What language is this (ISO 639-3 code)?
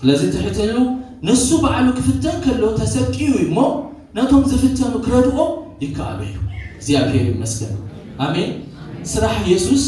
tir